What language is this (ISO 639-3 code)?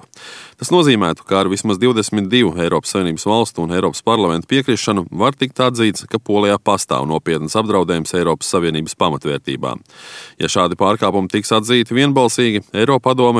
lav